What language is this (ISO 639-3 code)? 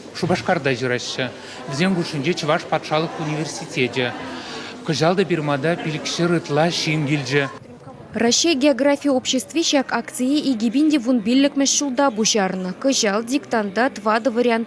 chv